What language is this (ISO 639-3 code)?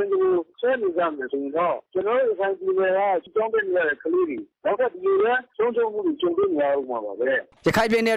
mya